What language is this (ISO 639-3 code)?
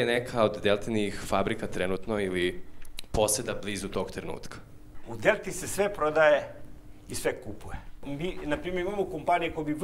srp